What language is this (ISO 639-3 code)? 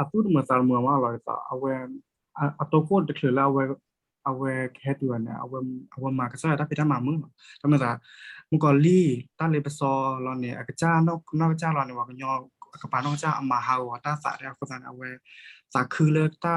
ksw